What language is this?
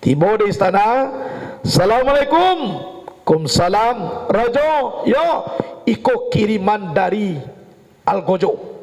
Minangkabau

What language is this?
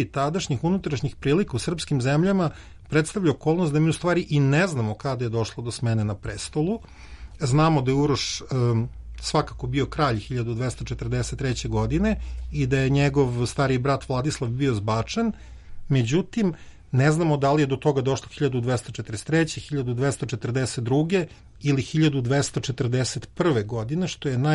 Serbian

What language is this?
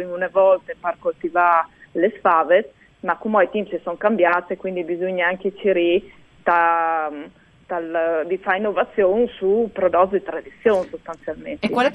Friulian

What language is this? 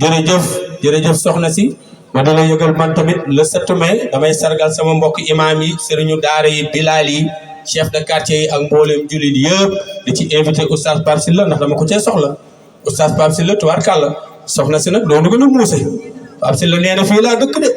Wolof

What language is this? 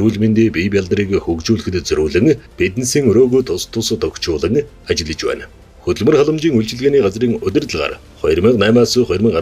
Mongolian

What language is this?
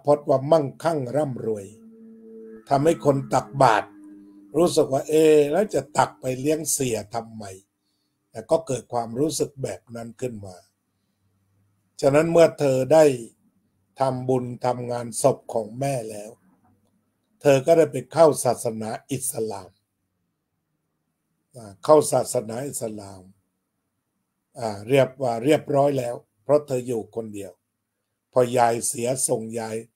Thai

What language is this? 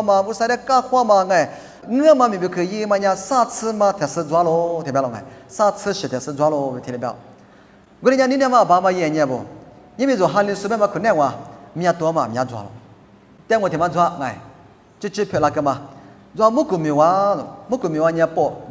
Lisu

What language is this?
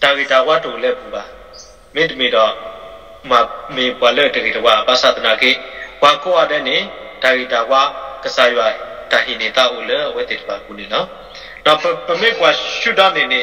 S'gaw Karen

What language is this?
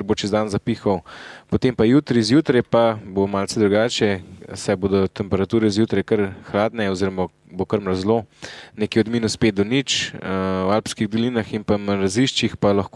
Slovenian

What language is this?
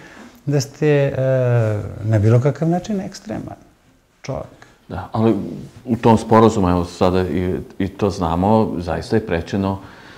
Serbian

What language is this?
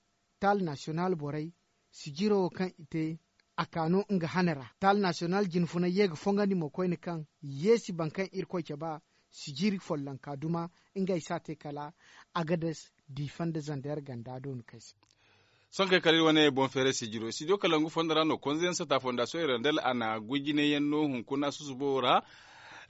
Zarma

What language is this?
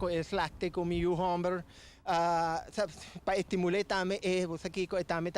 Papiamento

